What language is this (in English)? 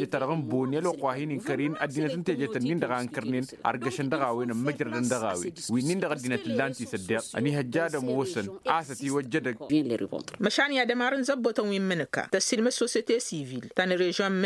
Tamasheq